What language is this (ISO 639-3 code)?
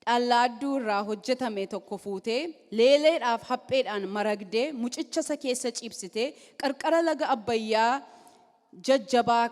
orm